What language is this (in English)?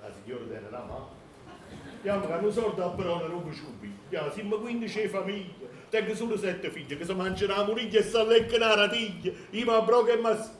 Neapolitan